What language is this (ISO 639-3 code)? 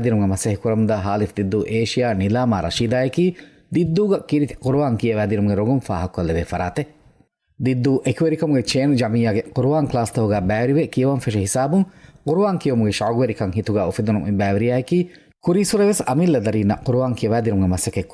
div